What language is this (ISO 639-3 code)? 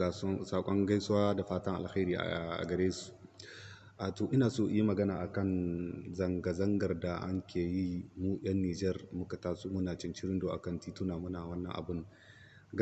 hau